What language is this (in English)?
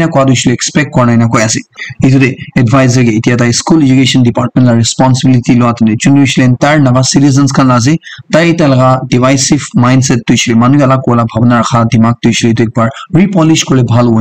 Naga Pidgin